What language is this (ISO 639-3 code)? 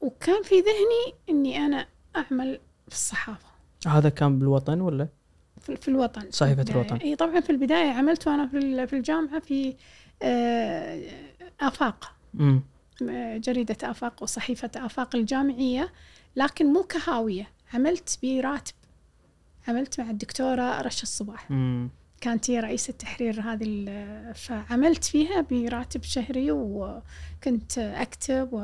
afb